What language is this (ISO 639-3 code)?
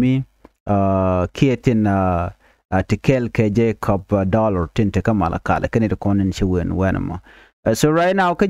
nus